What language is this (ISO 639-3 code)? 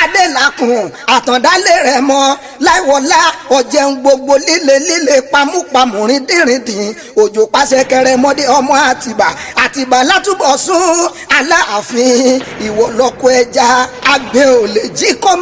yor